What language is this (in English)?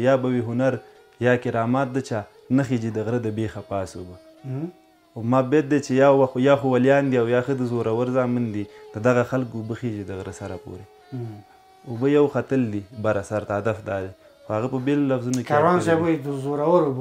Pashto